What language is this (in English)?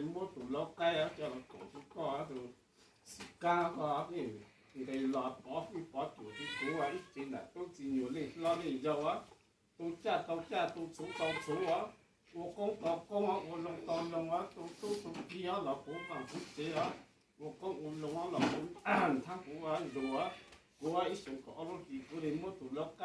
Hmong